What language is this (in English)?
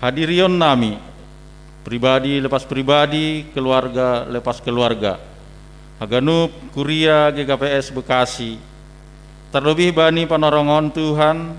Batak Simalungun